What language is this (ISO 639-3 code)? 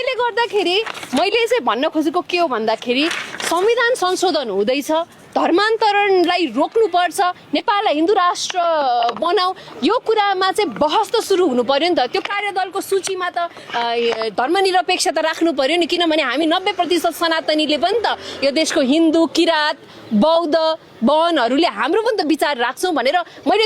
nep